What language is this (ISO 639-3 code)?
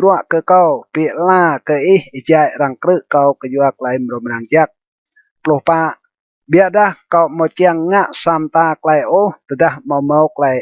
rad